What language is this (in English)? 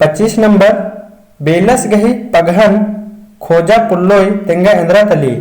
Kurukh